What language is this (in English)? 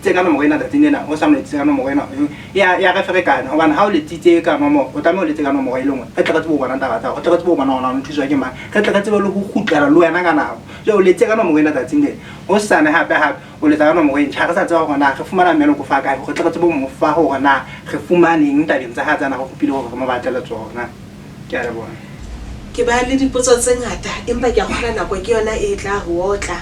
Southern Sotho